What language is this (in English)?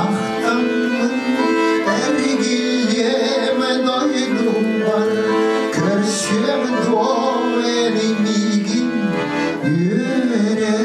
Yakut